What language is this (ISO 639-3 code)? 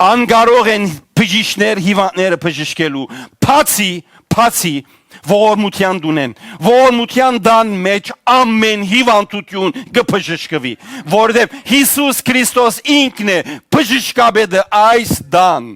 hyw